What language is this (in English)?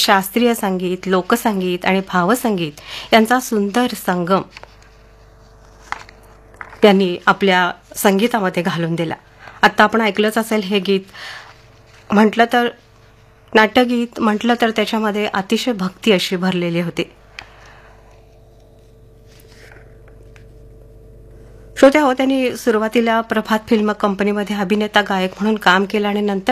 Marathi